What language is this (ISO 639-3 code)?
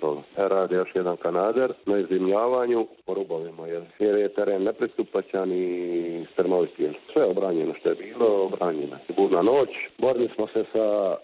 hrv